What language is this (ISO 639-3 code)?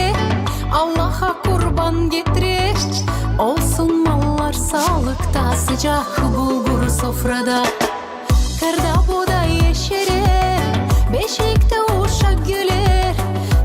gag